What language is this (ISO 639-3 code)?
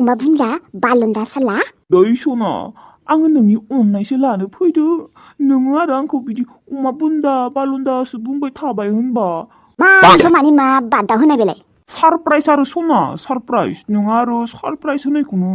brx